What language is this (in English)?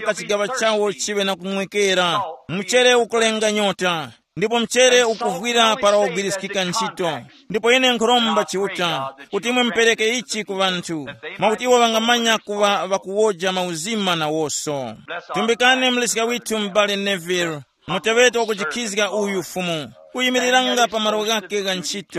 Tumbuka